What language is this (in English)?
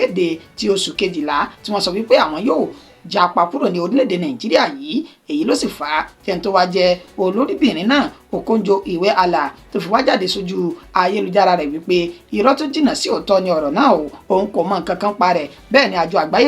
Yoruba